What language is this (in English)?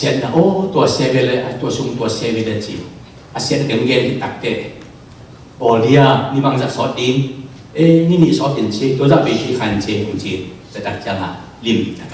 Tedim Chin